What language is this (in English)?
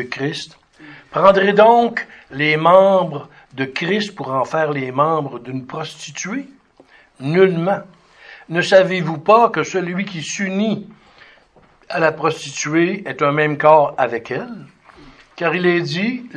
French